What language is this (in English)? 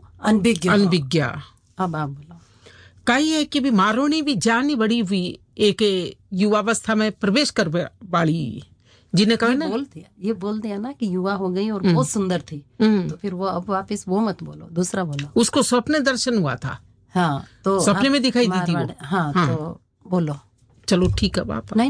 Hindi